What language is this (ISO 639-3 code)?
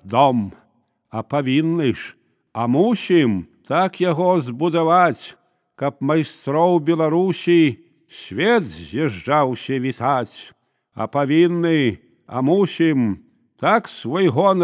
bel